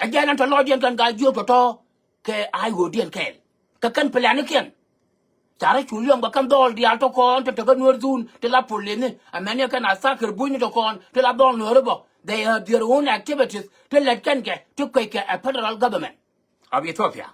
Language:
Nuer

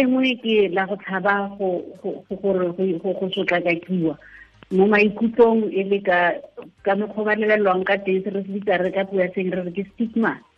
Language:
Tswana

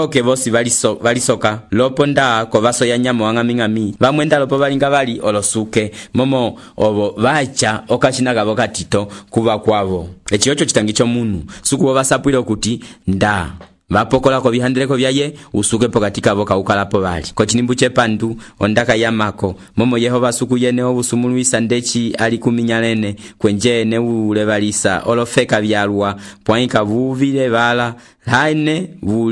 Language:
Umbundu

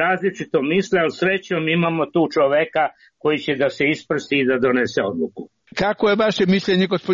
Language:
Serbian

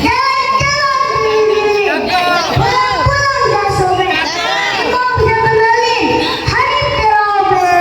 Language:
Betawi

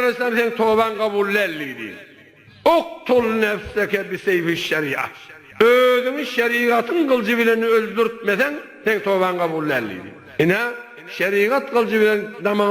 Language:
Turkmen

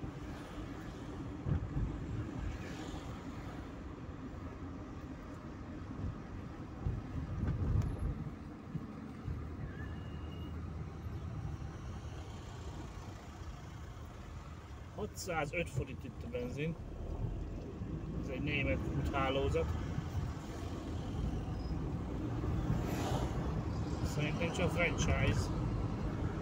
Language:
Hungarian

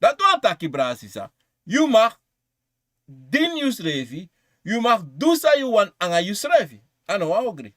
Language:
Sranan Tongo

